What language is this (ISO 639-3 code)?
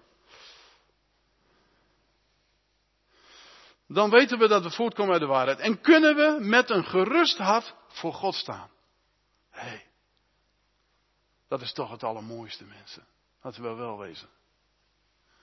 nld